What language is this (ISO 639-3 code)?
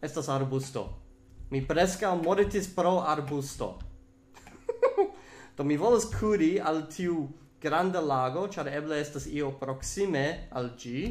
epo